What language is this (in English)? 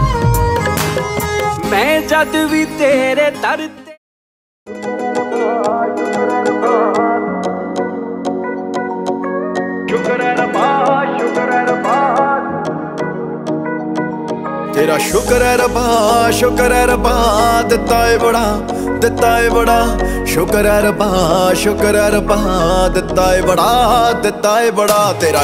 Punjabi